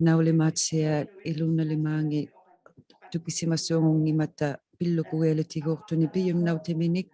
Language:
Inuktitut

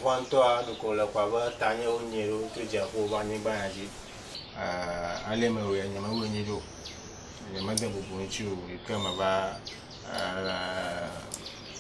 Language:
Ewe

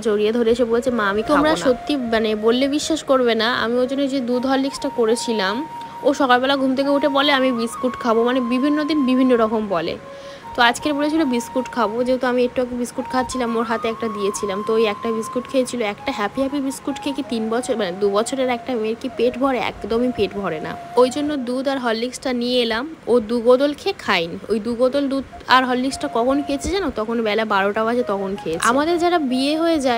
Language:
Bangla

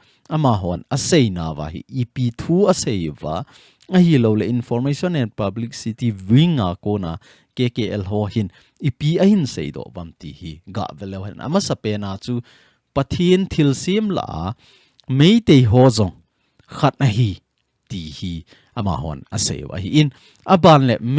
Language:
Thado Chin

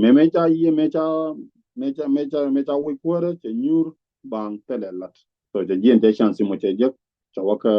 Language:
Nuer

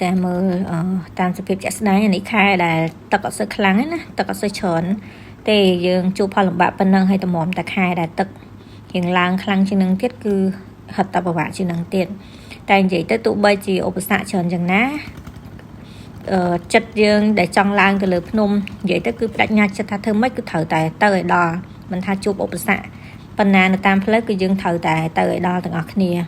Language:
Khmer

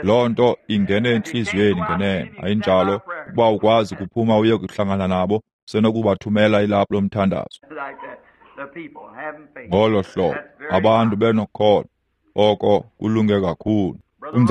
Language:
Xhosa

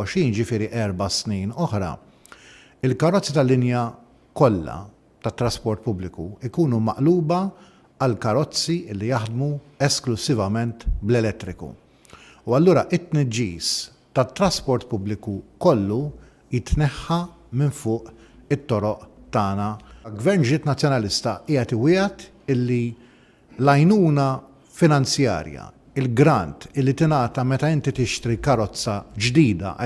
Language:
Maltese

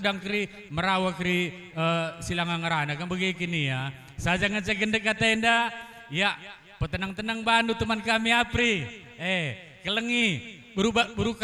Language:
Batak Karo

